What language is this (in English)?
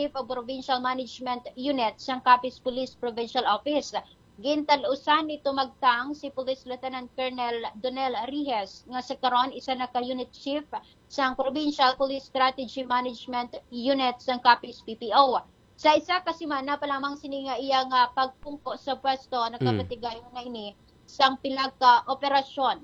Hiligaynon